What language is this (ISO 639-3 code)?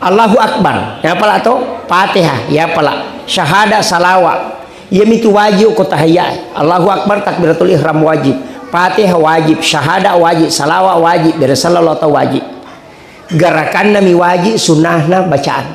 bug